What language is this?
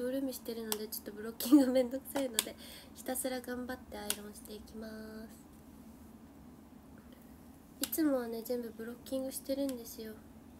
Japanese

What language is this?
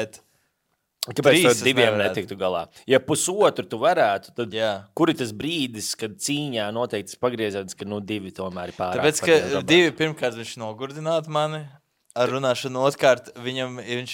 Latvian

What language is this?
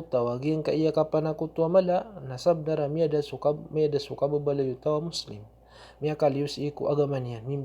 Maranao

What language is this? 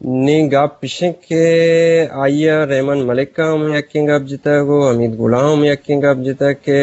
Eastern Balochi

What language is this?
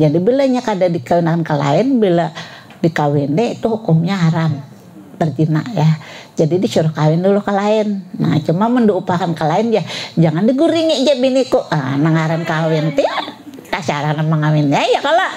Banjar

